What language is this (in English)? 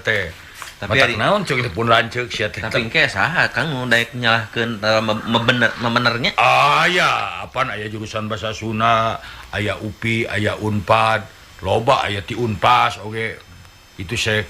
Sundanese